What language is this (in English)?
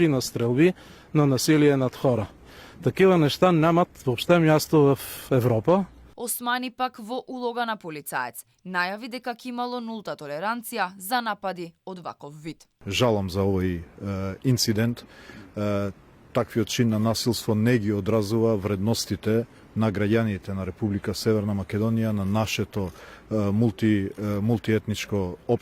Macedonian